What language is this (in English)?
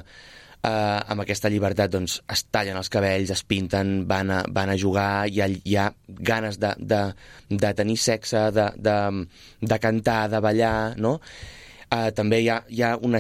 Catalan